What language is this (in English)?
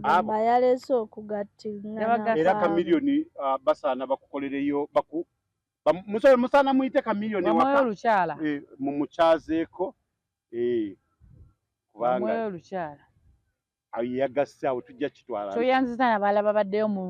Ganda